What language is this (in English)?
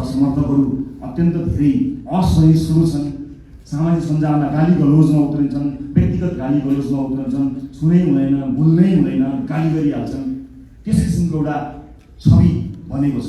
Nepali